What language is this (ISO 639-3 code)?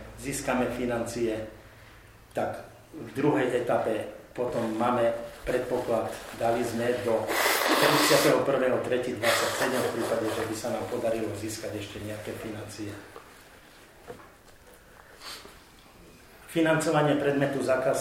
slk